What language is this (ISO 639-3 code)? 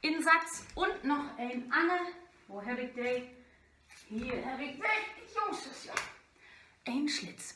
nds